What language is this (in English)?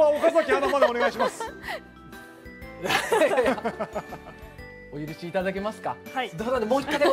Japanese